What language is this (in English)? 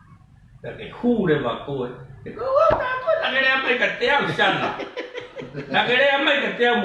Tongan